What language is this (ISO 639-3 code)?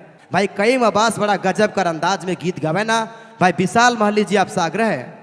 sck